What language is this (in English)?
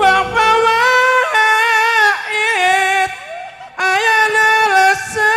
Madurese